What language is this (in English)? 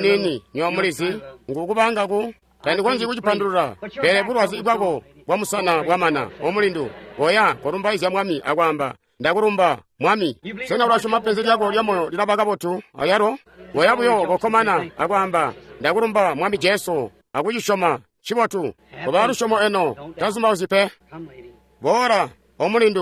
Tonga (Zambia)